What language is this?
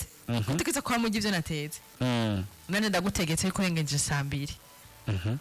Rundi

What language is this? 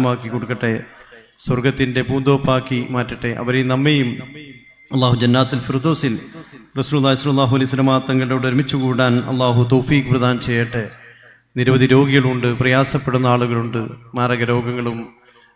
Malayalam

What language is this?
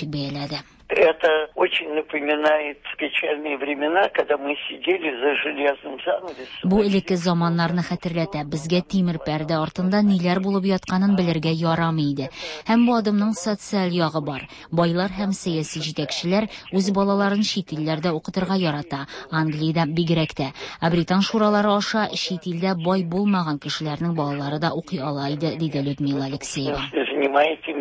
Tatar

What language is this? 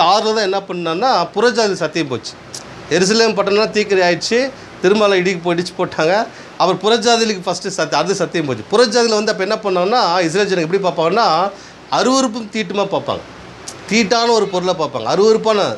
Tamil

